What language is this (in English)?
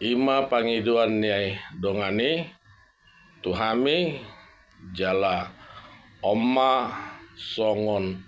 Batak Toba